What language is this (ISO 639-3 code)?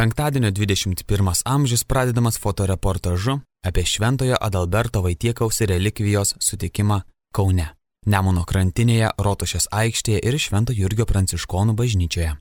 lit